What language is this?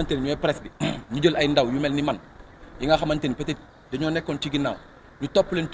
Wolof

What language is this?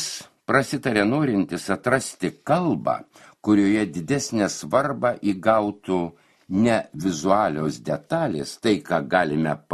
Lithuanian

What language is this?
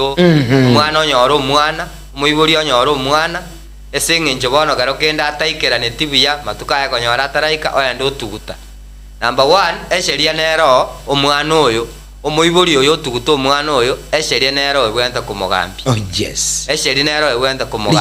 Gusii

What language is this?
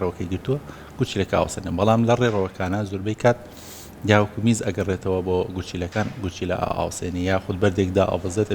Central Kurdish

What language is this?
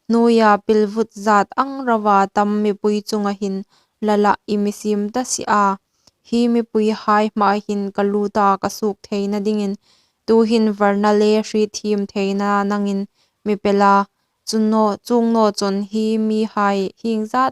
Hmar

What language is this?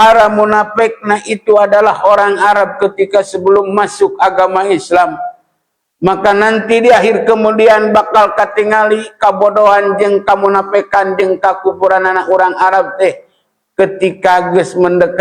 Sundanese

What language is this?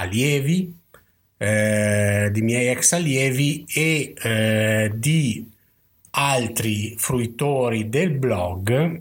Italian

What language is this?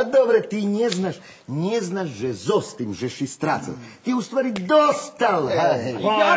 Rusyn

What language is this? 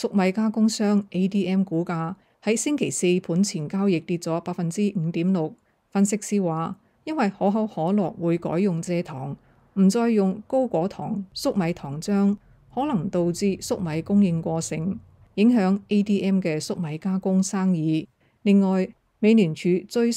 Cantonese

